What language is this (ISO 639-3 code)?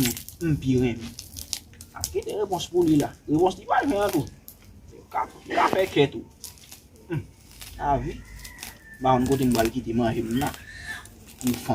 hat